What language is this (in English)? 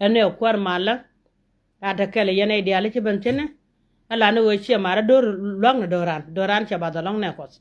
Nuer